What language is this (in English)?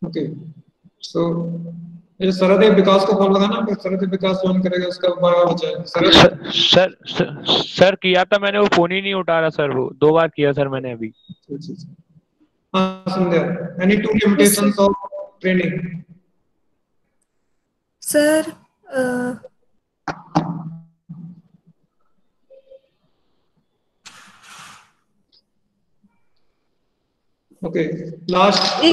Hindi